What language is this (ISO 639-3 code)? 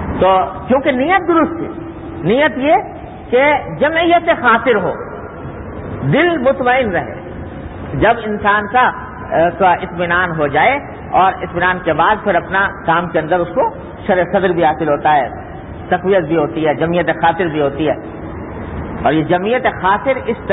urd